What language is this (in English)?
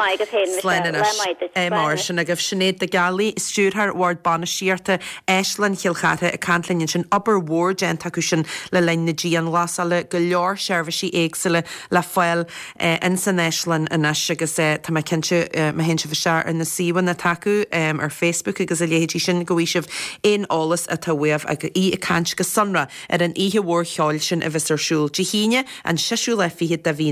Irish